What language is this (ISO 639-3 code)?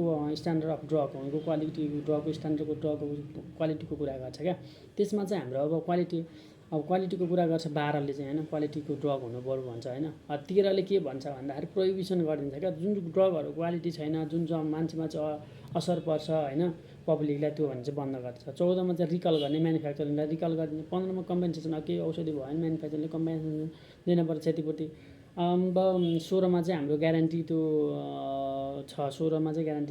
nep